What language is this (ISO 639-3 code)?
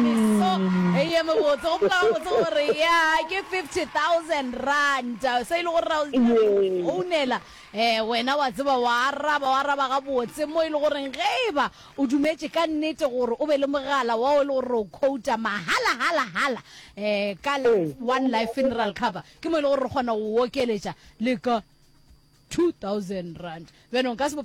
nso